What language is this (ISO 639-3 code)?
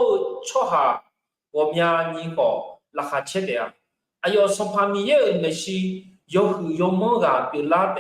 ahk